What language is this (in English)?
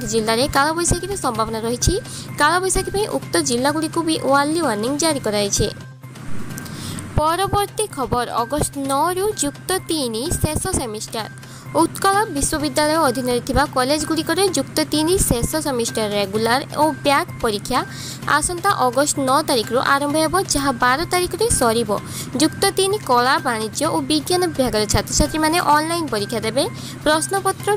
Odia